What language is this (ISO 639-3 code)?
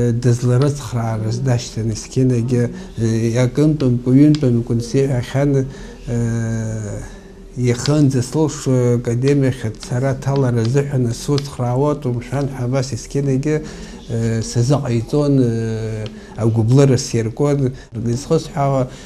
abk